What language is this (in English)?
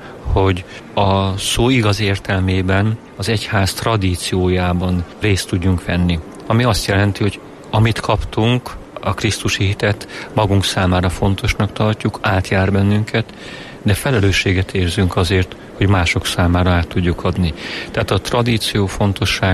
Hungarian